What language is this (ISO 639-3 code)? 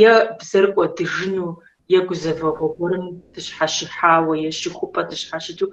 kbd